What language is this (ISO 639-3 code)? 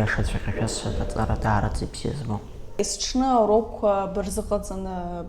abk